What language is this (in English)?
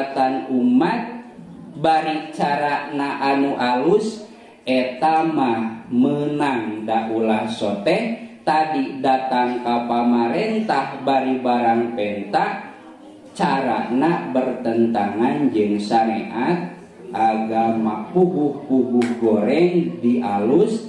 Sundanese